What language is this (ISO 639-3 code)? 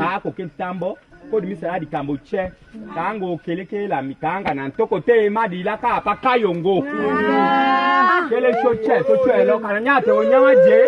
tll